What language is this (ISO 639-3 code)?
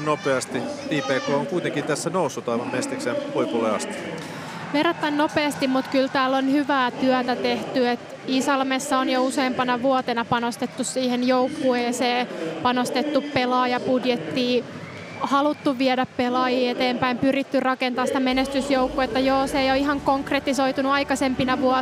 fin